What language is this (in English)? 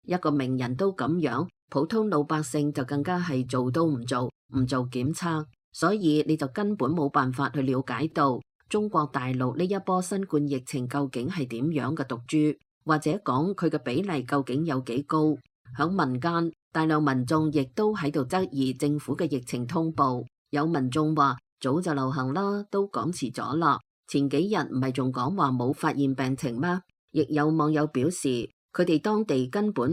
Cantonese